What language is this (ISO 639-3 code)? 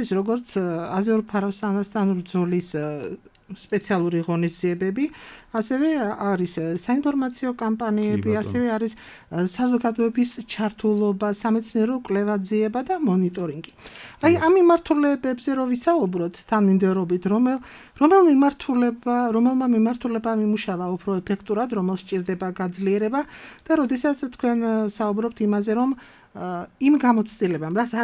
kat